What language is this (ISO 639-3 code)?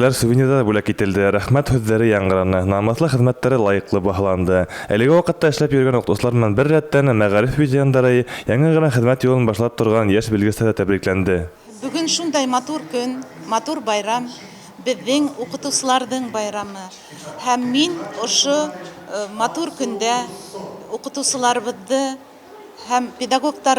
bak